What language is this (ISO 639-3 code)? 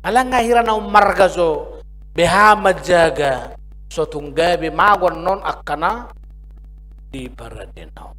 bbc